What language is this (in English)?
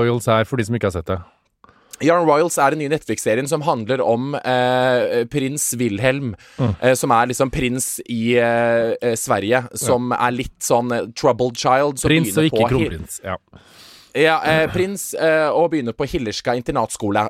Norwegian